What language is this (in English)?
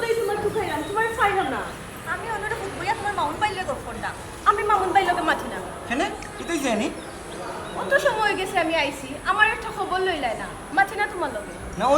Sylheti